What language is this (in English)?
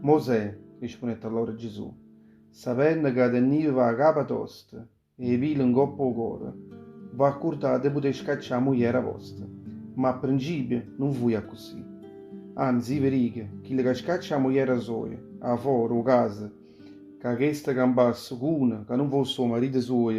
Neapolitan